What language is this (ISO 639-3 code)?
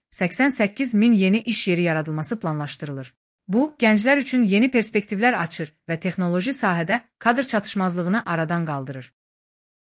aze